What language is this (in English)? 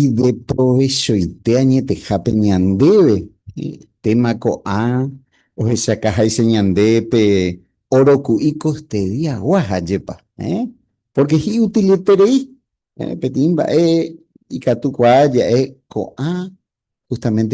Guarani